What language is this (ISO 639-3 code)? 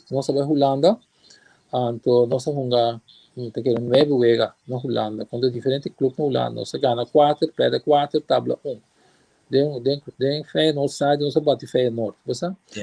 pap